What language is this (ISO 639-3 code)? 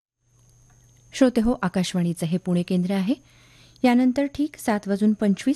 mar